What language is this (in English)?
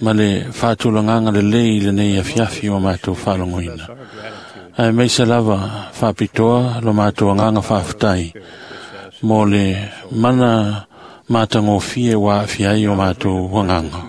Samoan